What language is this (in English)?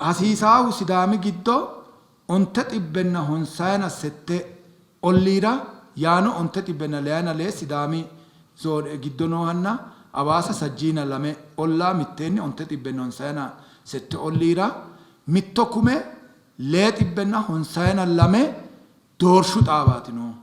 Sidamo